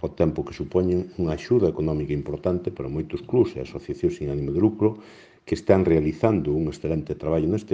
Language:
Galician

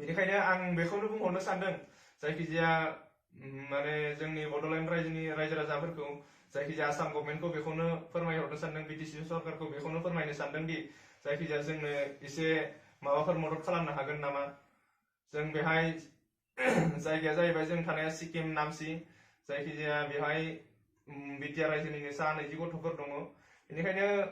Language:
Bodo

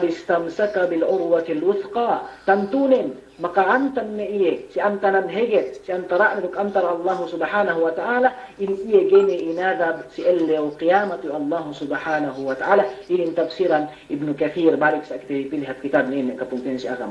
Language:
Yakan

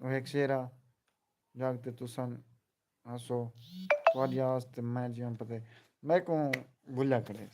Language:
Saraiki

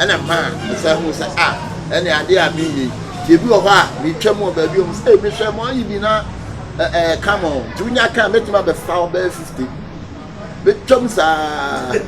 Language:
Akan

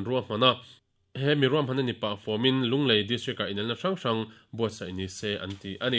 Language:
Mizo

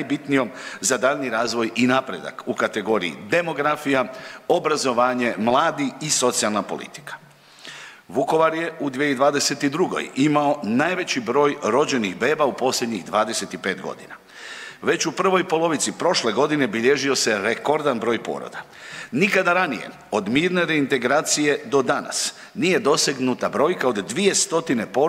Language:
Croatian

